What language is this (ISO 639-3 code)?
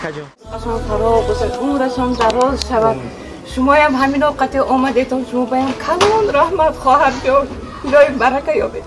tgk